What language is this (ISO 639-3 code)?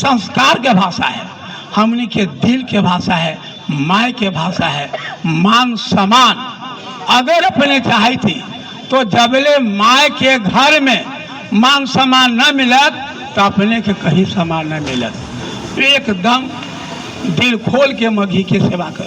mag